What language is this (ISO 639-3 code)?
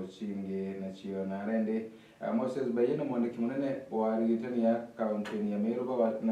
mer